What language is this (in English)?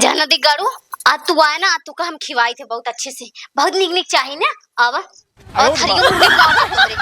Awadhi